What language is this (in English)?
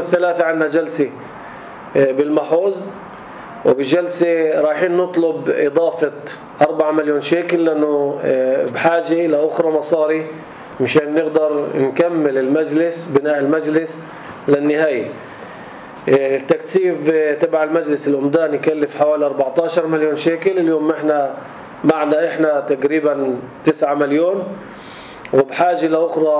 North Levantine Arabic